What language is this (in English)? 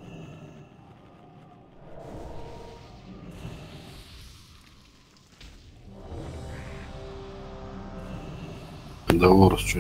Russian